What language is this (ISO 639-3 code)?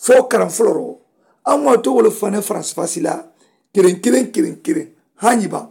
man